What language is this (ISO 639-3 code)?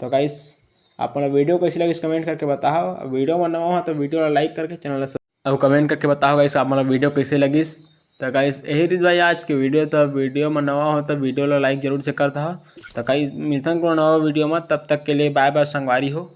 hne